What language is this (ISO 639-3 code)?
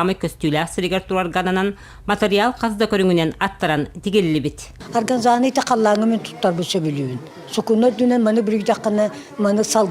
sah